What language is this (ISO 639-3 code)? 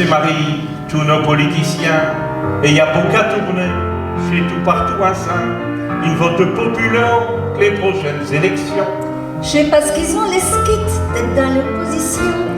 pcd